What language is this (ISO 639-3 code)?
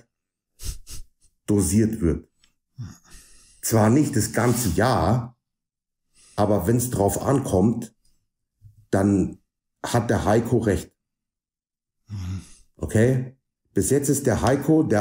deu